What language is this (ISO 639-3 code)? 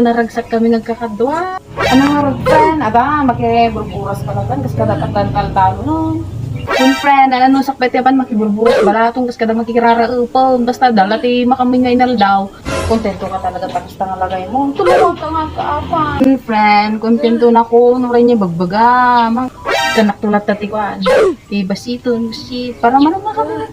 ilo